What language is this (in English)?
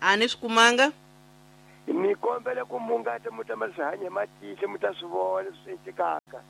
Tsonga